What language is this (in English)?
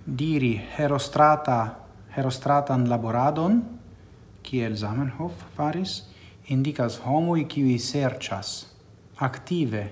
Esperanto